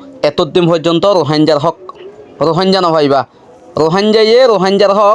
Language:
Rohingya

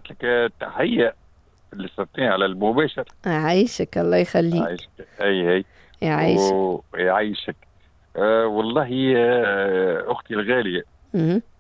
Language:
Tunisian Arabic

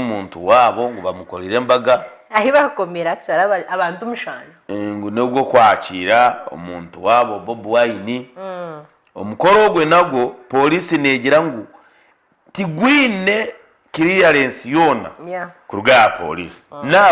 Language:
Nyankole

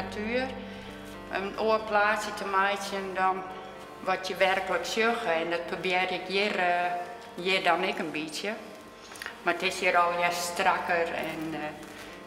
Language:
Western Frisian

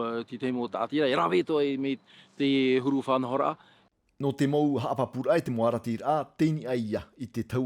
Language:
Tahitian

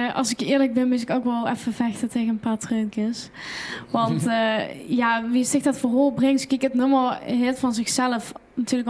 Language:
Limburgish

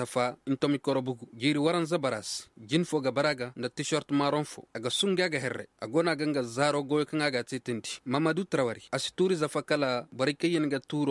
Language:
Koyraboro Senni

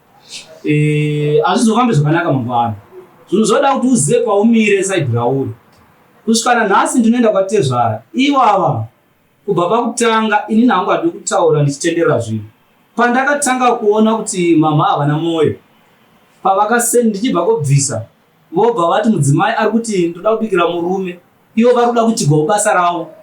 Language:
Shona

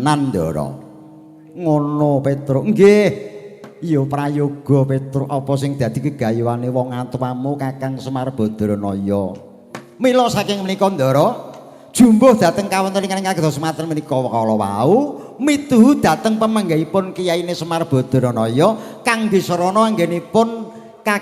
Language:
Javanese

